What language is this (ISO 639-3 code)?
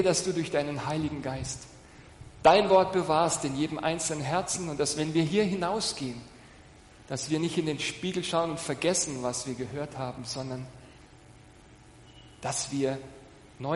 deu